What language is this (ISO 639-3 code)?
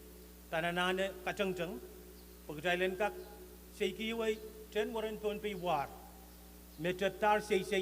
pon